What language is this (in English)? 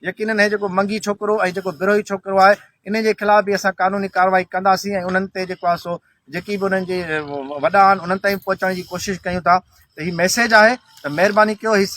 Sindhi